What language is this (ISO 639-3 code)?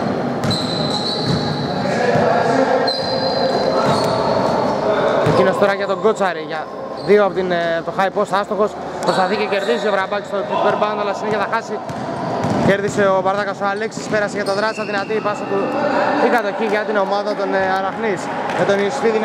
ell